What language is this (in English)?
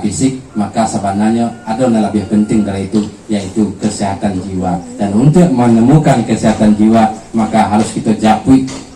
Minangkabau